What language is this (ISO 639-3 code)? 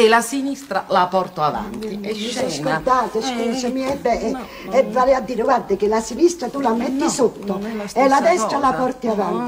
ita